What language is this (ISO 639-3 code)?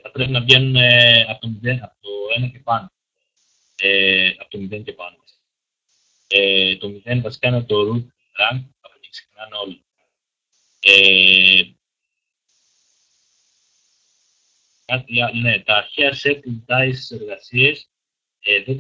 ell